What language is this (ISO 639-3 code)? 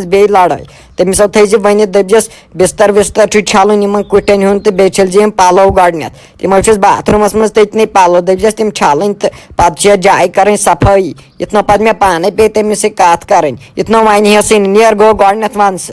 kas